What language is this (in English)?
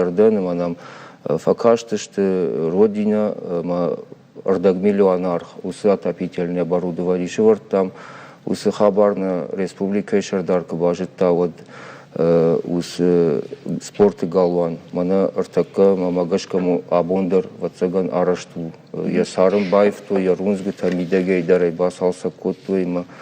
Ossetic